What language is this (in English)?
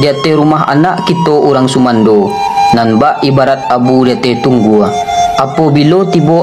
Minangkabau